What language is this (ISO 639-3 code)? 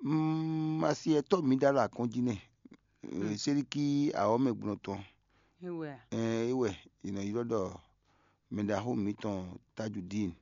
fon